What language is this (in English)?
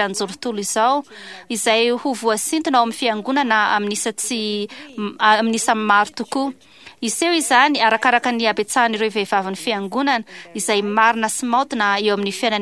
Malagasy